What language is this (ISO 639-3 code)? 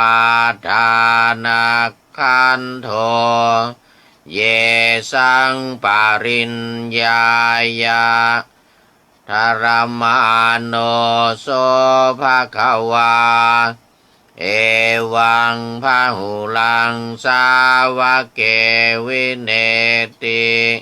pli